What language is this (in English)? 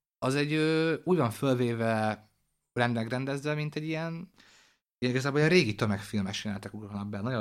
Hungarian